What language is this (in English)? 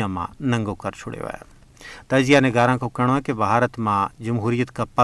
Gujari